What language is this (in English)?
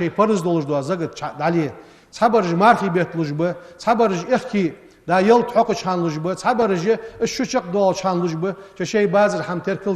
Ingush